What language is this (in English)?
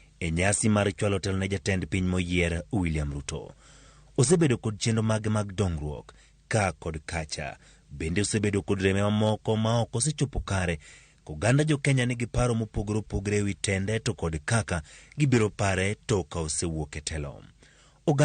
Luo (Kenya and Tanzania)